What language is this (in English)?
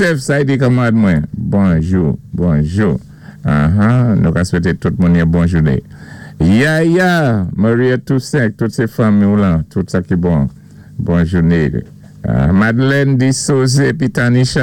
Saint Lucian Creole French